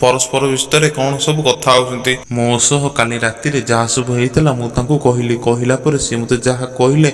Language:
Odia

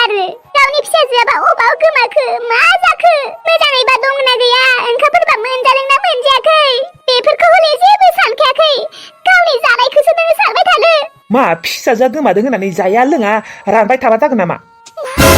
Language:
Bodo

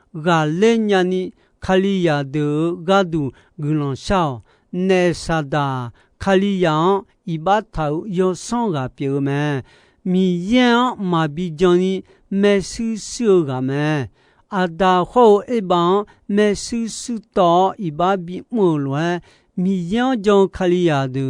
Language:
Akha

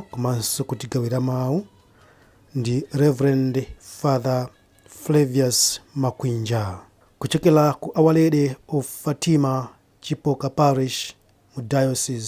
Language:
Nyanja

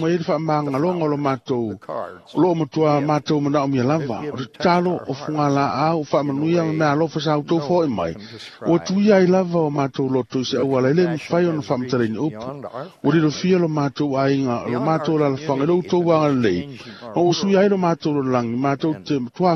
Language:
Samoan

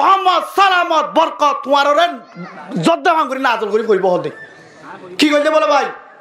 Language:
Rohingya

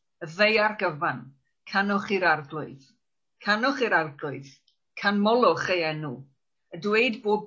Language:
Welsh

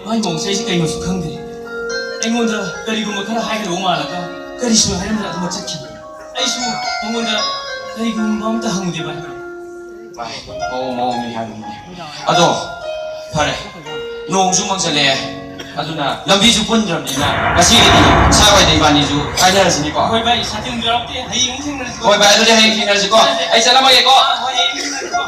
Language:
Manipuri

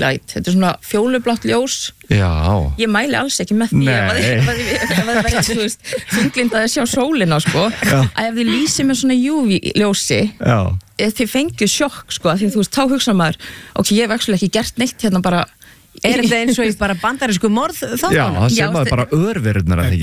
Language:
Icelandic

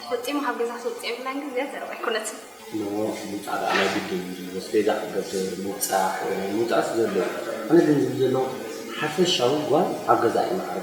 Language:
Tigrinya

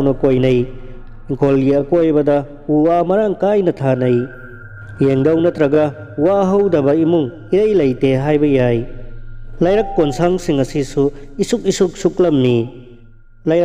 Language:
Manipuri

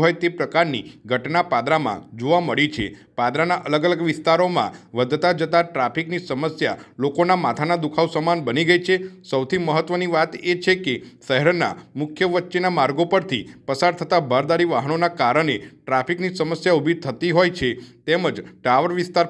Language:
Gujarati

